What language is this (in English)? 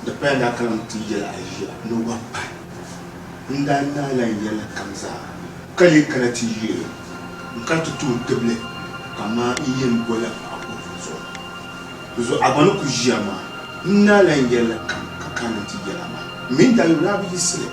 Dagbani